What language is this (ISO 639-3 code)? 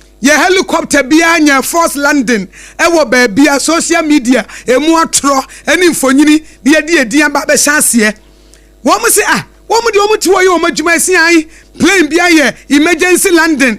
aka